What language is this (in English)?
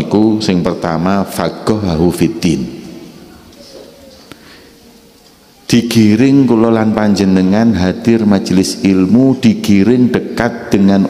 Javanese